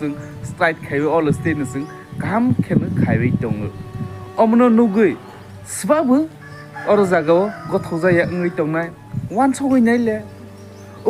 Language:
Kok Borok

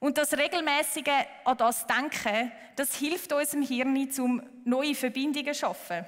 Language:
Swiss German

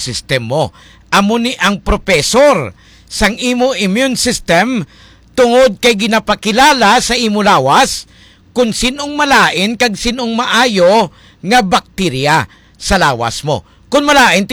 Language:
Hiligaynon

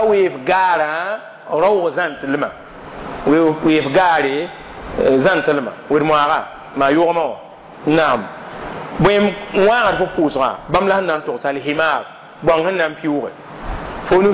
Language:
Mossi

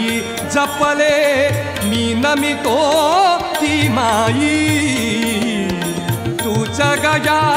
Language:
Marathi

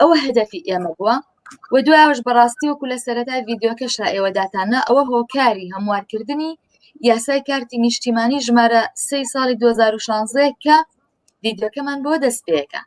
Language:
Central Kurdish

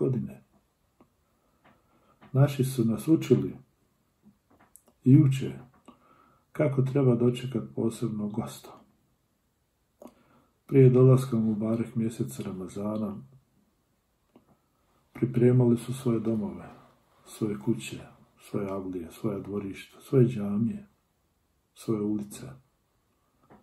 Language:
Bosnian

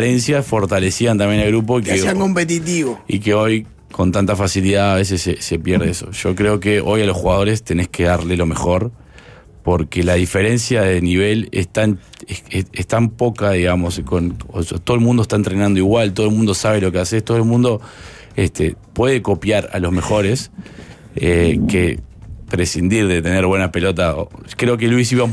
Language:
Spanish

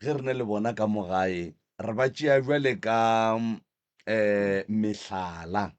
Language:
Northern Sotho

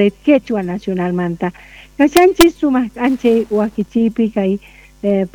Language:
Quechua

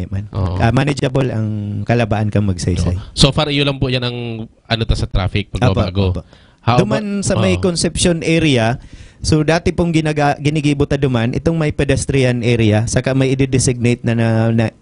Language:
Bikol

